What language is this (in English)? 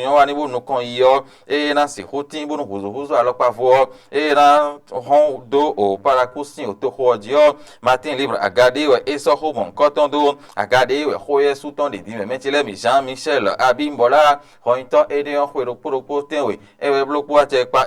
Fon